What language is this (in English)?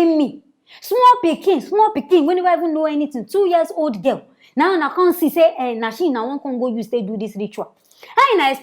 Nigerian Pidgin